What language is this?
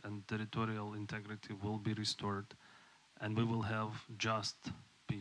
Faroese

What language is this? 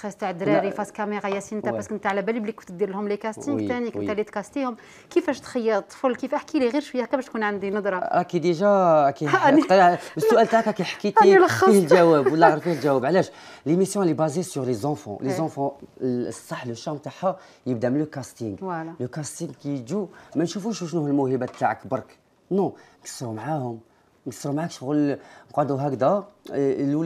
Algerian Arabic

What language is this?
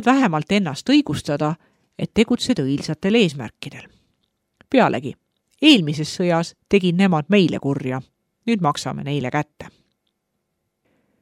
Estonian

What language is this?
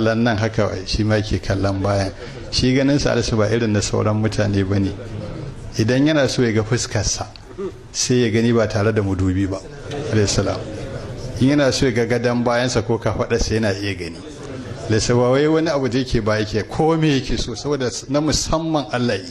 Hausa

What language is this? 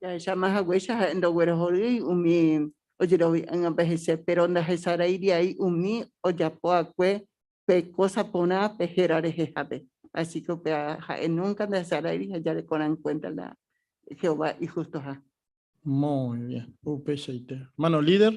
Guarani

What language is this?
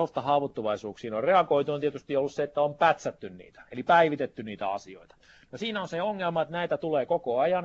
Finnish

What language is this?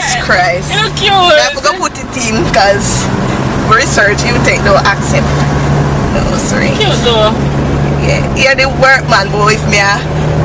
Jamaican Creole English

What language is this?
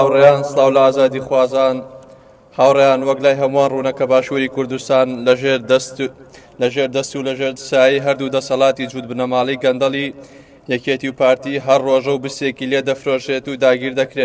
Central Kurdish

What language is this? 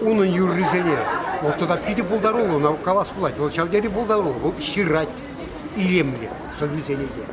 Chuvash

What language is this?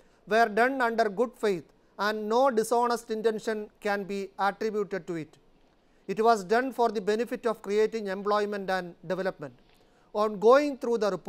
Malayalam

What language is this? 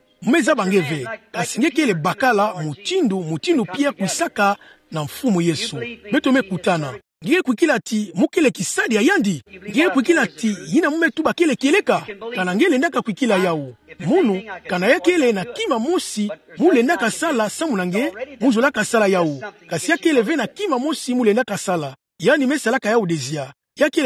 Kituba (Democratic Republic of Congo)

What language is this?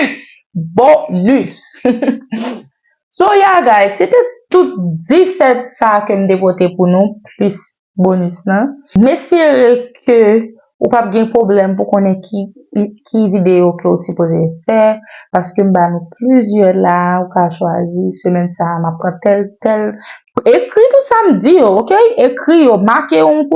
Haitian Creole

